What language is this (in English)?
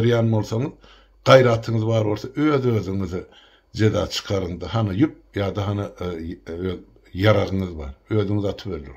Turkmen